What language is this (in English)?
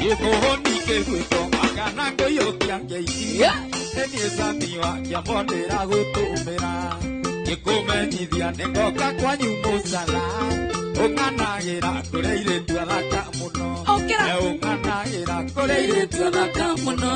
Kikuyu